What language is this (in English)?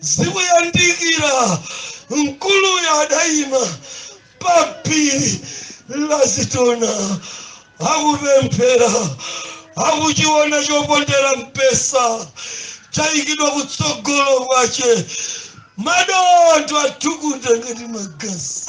Nyanja